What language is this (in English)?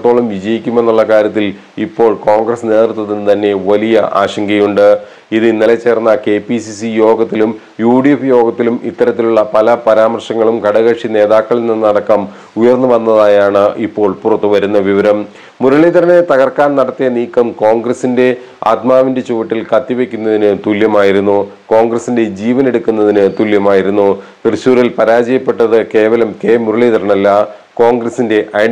Malayalam